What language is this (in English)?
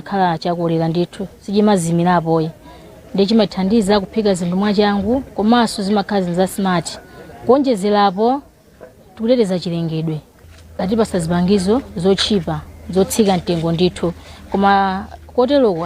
Nyanja